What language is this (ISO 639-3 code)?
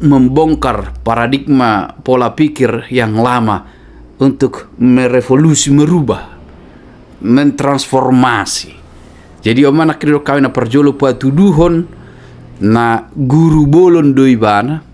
bbc